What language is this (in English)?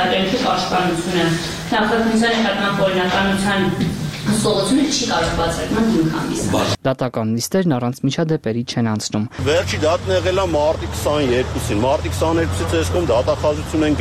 Armenian